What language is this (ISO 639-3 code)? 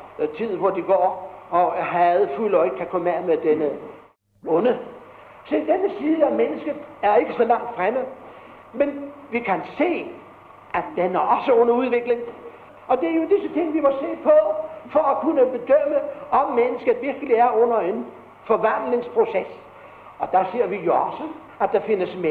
dan